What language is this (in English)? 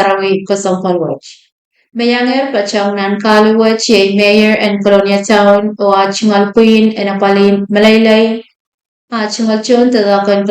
Pohnpeian